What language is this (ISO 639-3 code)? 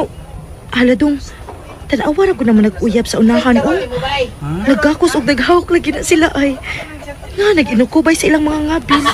ceb